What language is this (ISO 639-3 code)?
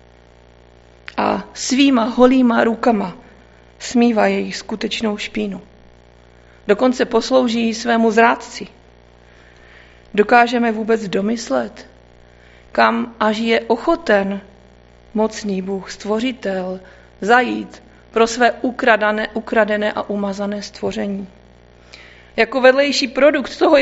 ces